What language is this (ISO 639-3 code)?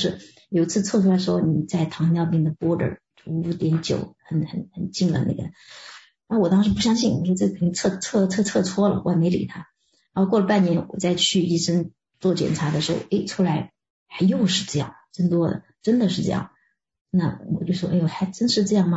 zho